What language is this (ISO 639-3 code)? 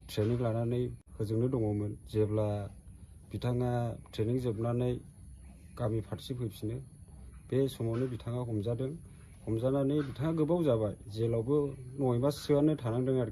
brx